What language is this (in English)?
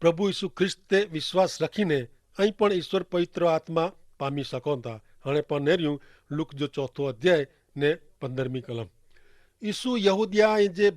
Kachhi